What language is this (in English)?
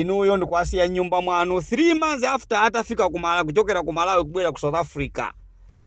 Nyanja